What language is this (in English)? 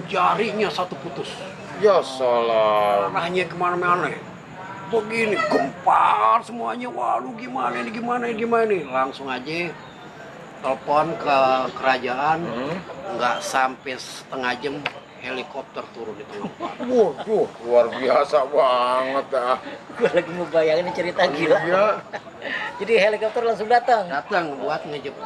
Betawi